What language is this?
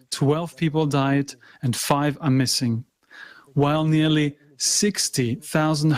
Nyanja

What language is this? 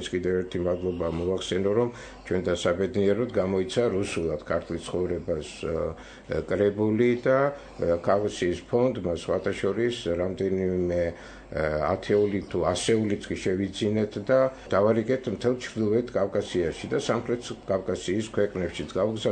Georgian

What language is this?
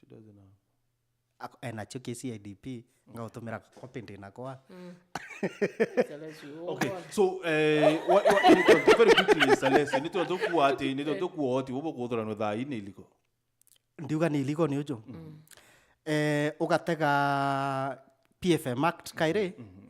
Meru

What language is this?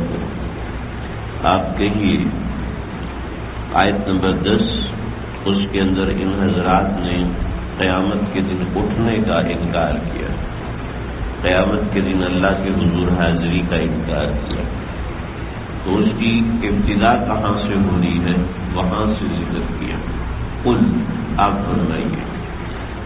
Urdu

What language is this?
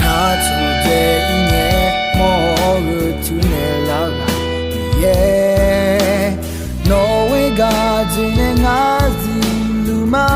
Akha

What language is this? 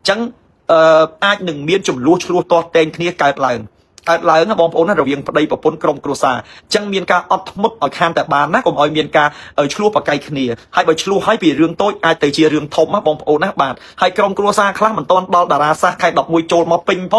Khmer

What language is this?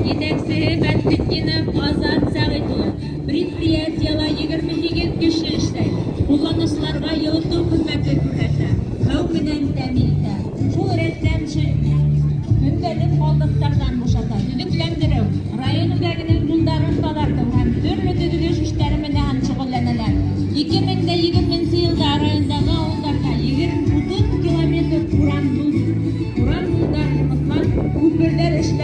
Bashkir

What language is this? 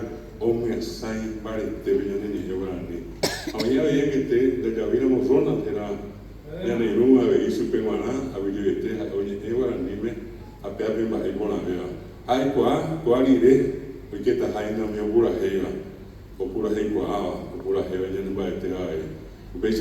Guarani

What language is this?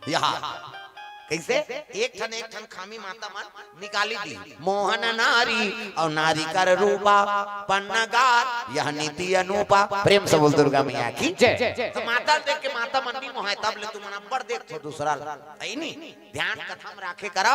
Chhattisgarhi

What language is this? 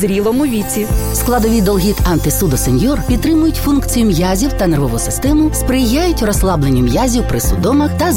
Ukrainian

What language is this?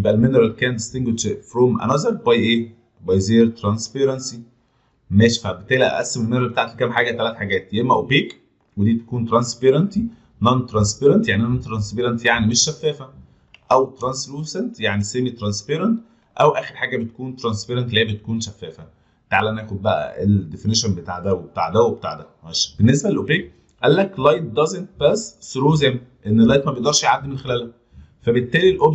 Egyptian Arabic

